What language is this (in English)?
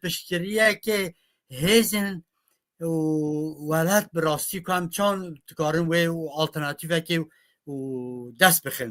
Kurdish